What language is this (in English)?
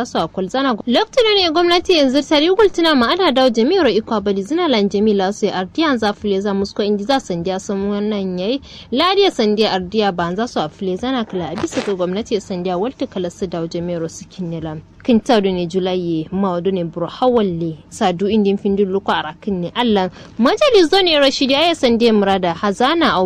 Kanuri